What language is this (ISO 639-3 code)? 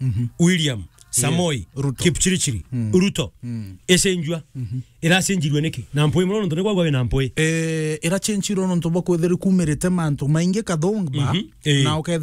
mer